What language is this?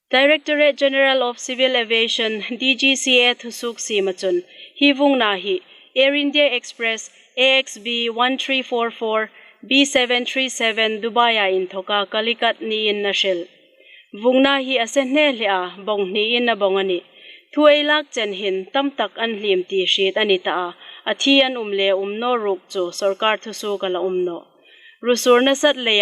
Hmar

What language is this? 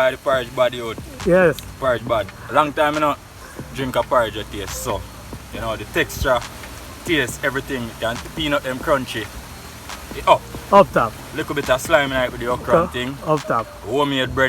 Jamaican Creole English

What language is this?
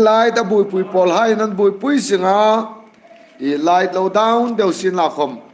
Hmar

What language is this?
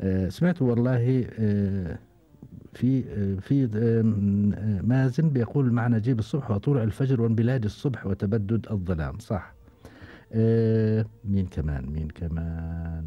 Gulf Arabic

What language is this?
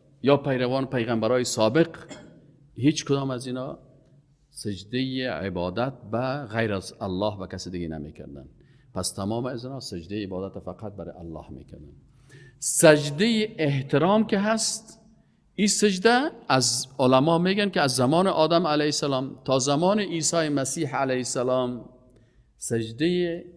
Persian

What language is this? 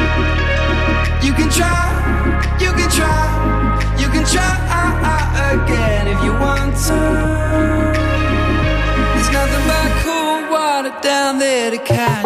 English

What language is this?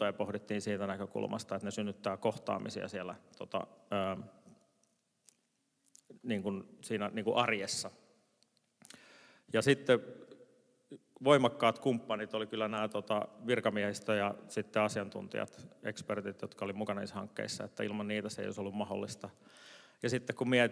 Finnish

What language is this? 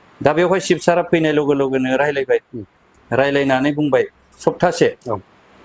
Bodo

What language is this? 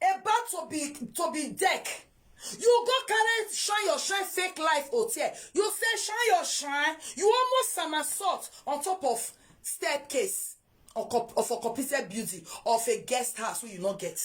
Nigerian Pidgin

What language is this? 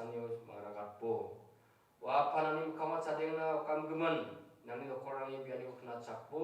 Garo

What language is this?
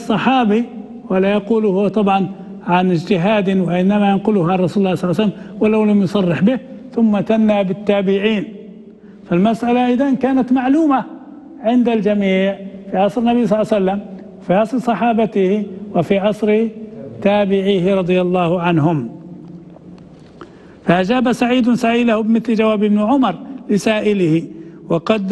Arabic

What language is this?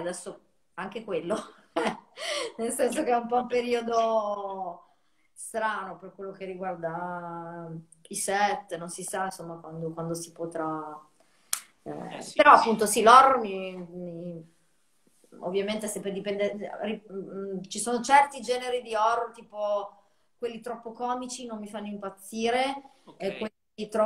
Italian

